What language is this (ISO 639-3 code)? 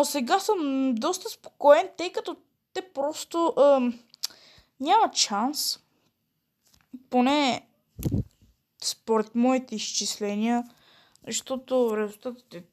bul